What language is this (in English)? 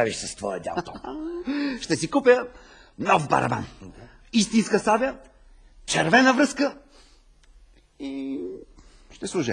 Bulgarian